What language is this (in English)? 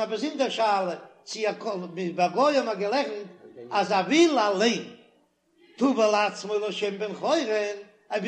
Yiddish